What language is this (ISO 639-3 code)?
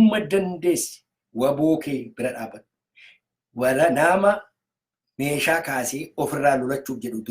orm